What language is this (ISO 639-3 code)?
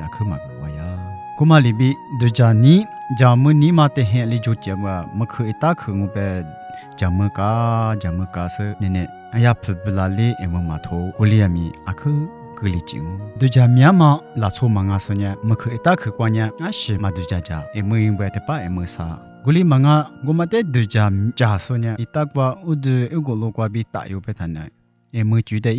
lis